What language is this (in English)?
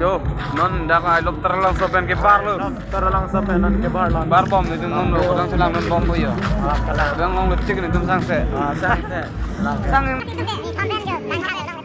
Karbi